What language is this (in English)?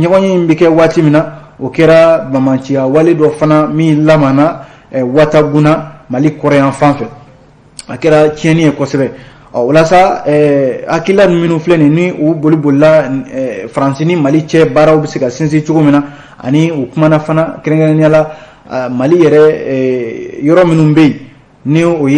Bambara